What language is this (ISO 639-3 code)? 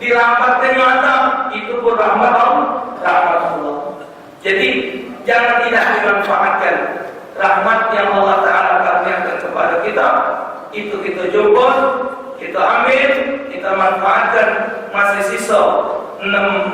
mui